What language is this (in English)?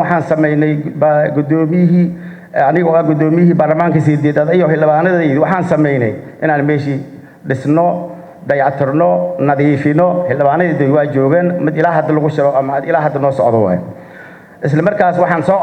Somali